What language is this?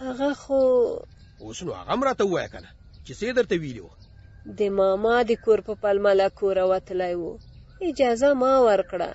Pashto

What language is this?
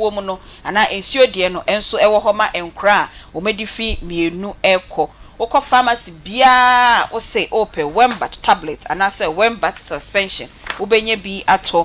Akan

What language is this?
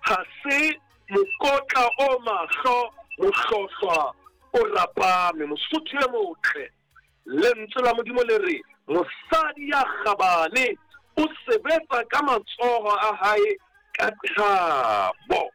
Southern Sotho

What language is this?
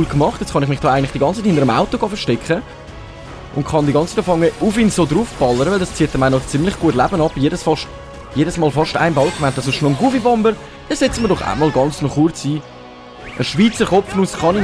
Swiss German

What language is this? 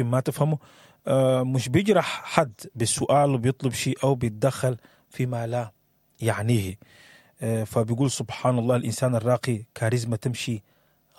Sudanese Arabic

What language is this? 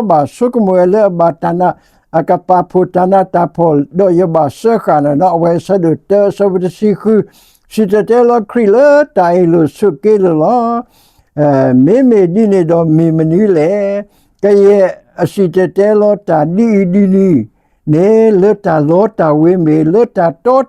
S'gaw Karen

